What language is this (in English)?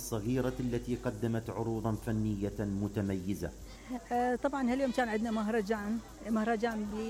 Mesopotamian Arabic